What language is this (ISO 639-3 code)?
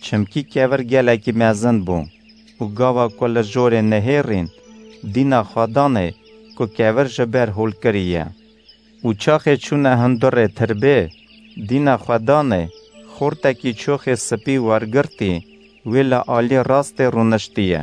kur